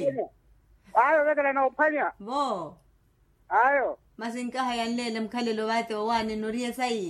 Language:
Makhuwa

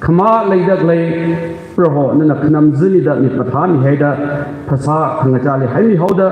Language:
Tangkhul Naga (India)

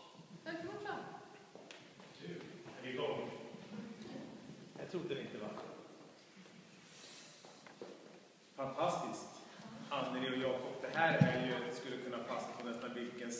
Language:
Swedish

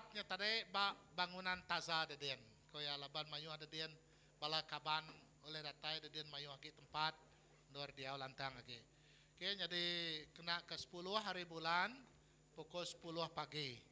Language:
Iban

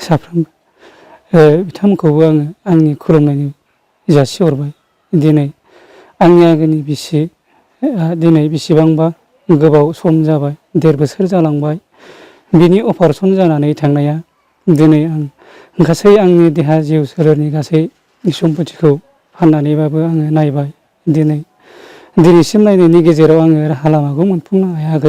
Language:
Bodo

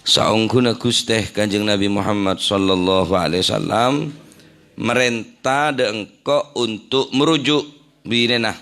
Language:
Madurese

